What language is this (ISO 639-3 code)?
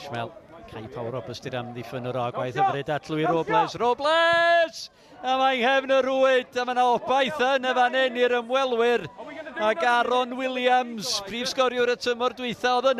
cym